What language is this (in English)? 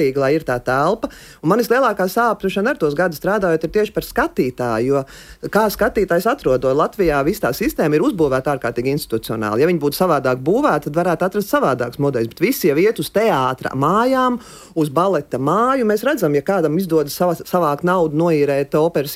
Latvian